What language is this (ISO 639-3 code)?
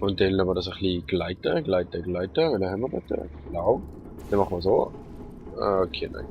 gsw